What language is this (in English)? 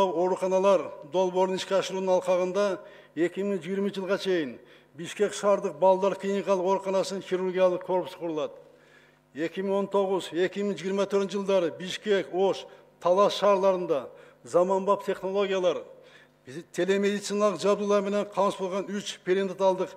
Kyrgyz